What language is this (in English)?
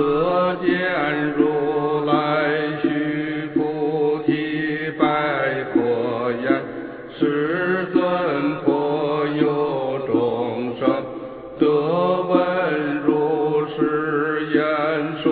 Chinese